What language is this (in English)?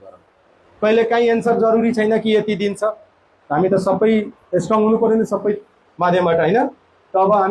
Nepali